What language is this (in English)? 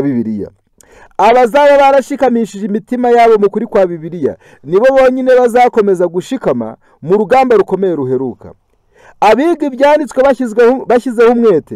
Kinyarwanda